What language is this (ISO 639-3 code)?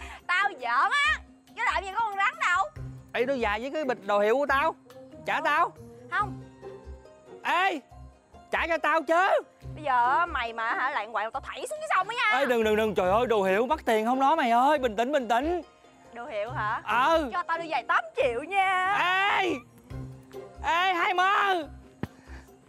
vie